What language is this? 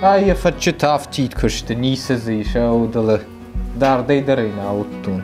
Ossetic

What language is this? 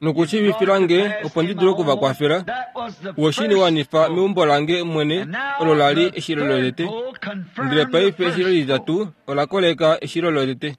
Kuanyama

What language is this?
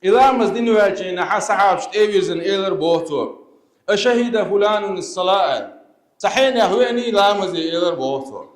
Chechen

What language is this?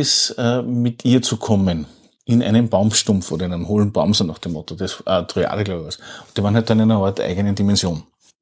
German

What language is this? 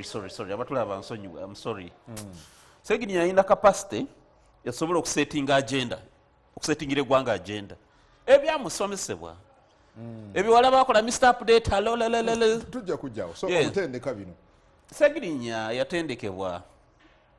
Ganda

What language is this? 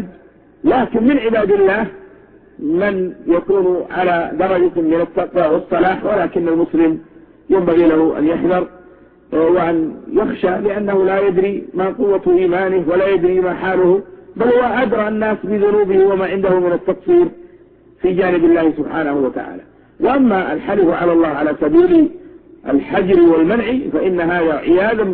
Arabic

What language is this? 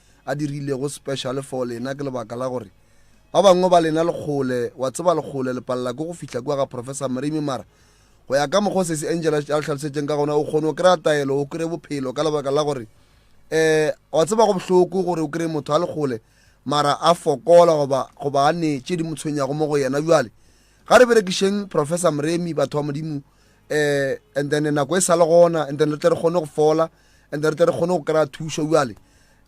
Northern Sotho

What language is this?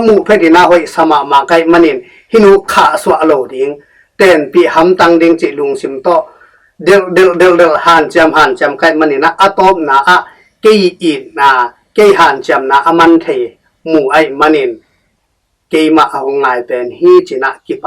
Tedim Chin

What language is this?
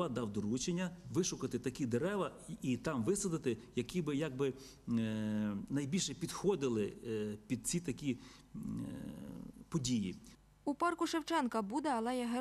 Ukrainian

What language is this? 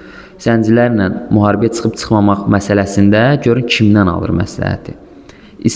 Azerbaijani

